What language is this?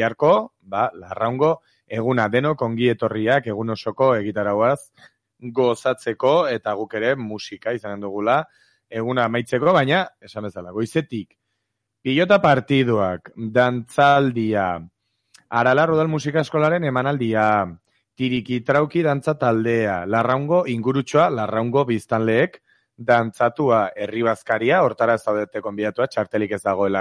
Basque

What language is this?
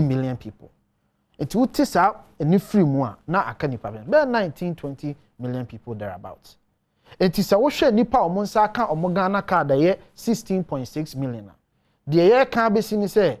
Akan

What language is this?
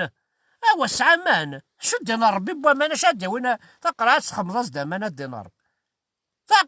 Kabyle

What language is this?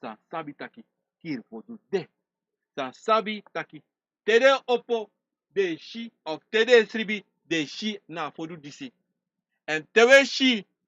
Sranan Tongo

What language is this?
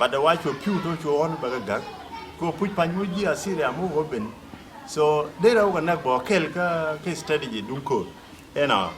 Nuer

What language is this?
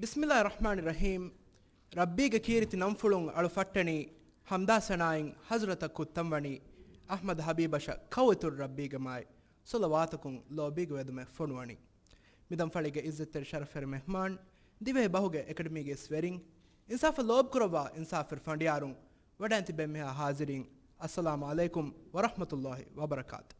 Divehi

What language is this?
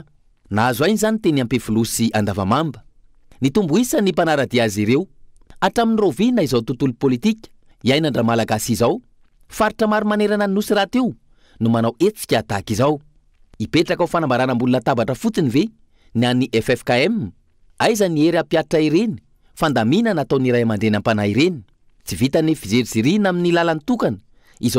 Malagasy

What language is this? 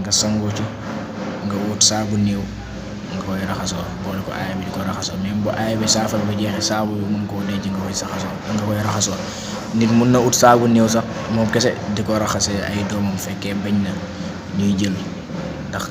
Wolof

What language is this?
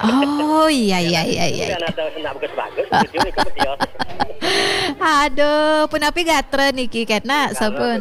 Balinese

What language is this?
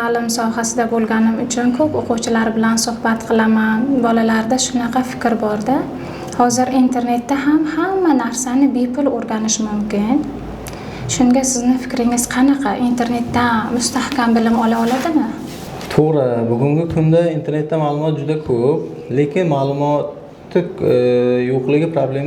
Uzbek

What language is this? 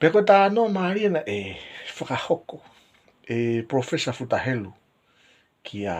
Tongan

